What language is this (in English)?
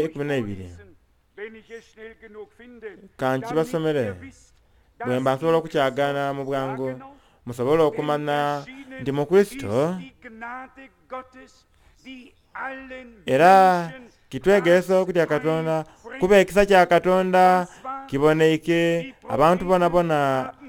Soga